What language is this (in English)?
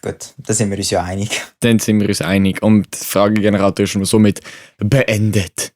Swiss German